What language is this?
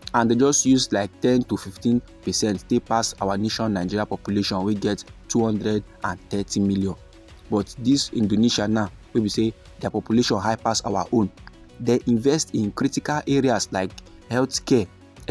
Nigerian Pidgin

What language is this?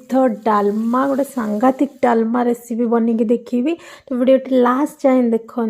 Odia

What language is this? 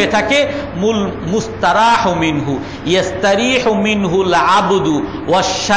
Bangla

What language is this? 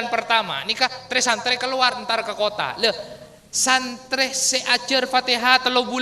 Madurese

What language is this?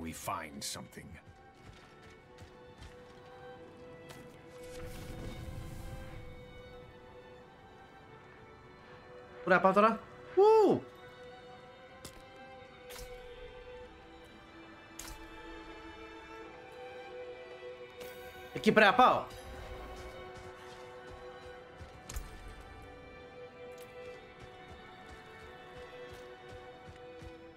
Greek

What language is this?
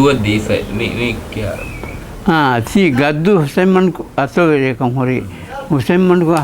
Divehi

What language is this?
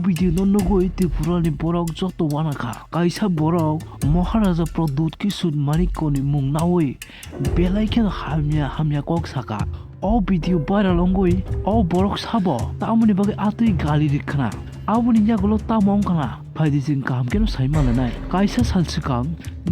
Kok Borok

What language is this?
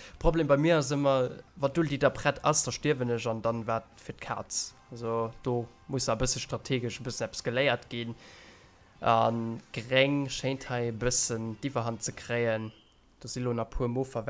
Luxembourgish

